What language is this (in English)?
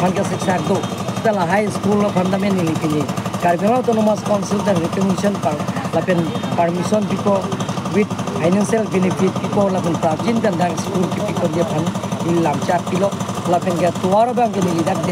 Karbi